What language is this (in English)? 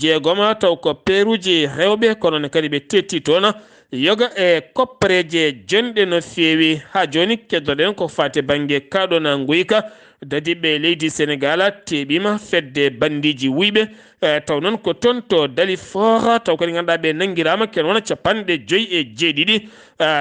Fula